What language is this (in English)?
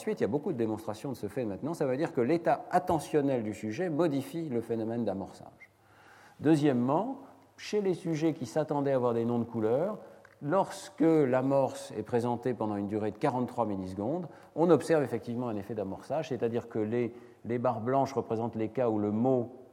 French